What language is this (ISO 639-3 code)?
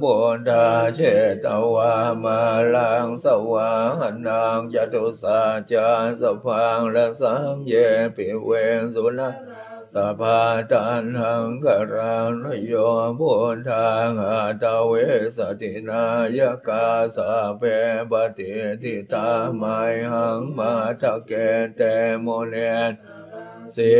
pli